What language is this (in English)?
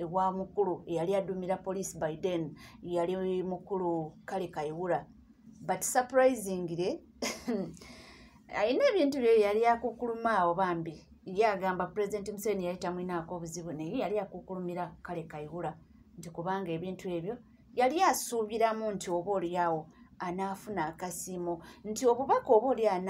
Ganda